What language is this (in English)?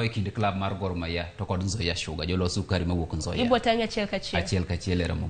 Luo (Kenya and Tanzania)